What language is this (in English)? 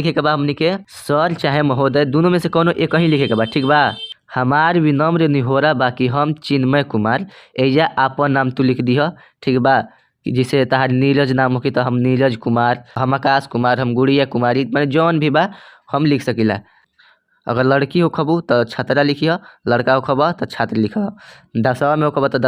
Bhojpuri